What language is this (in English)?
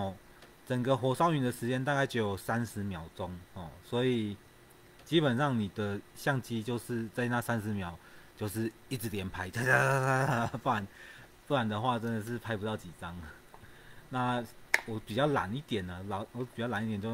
Chinese